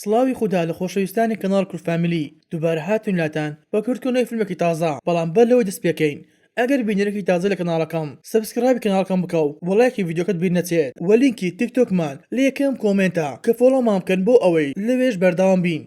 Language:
Central Kurdish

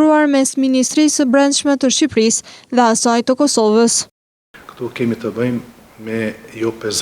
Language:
Albanian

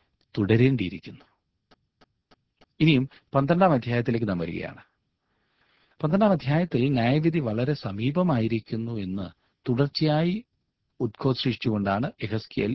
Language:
Malayalam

